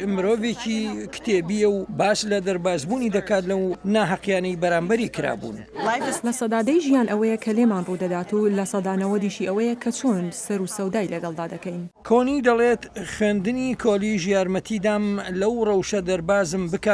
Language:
Central Kurdish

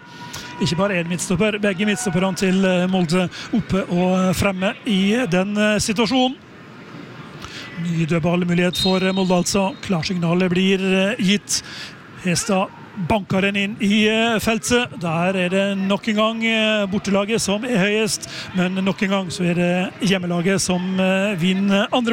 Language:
Norwegian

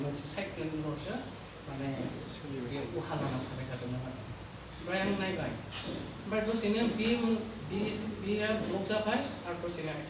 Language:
Bodo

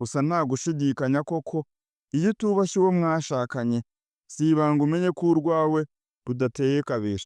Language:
Kinyarwanda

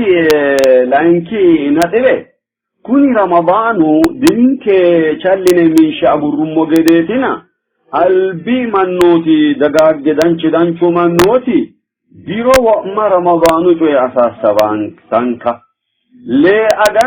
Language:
Sidamo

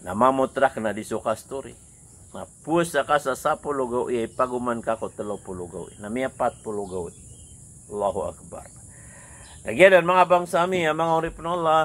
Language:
Maranao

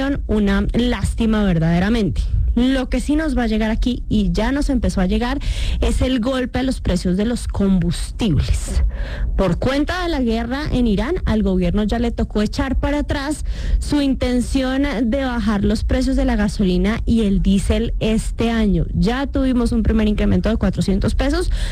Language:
Spanish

